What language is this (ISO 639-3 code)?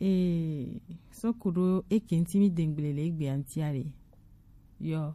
gej